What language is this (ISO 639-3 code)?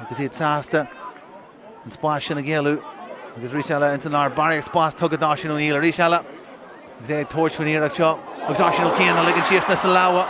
gle